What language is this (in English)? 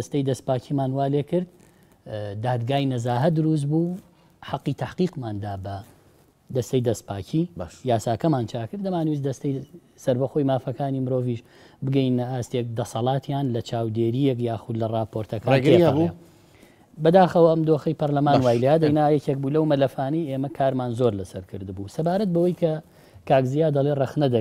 Central Kurdish